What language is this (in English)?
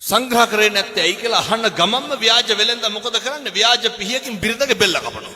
Sinhala